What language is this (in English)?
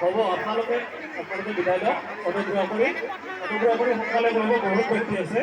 Assamese